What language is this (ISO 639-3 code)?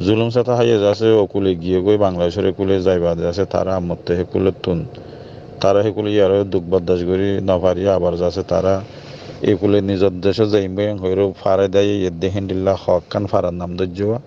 rhg